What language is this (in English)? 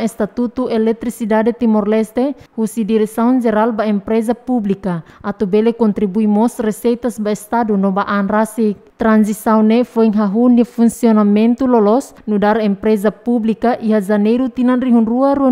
Tetum